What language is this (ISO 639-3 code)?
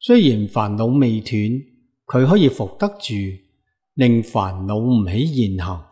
yue